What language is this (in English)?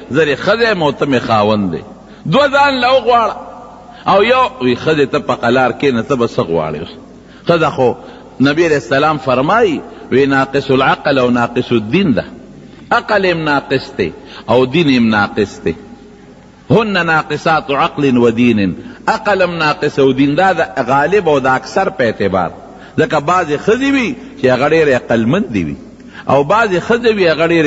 Pashto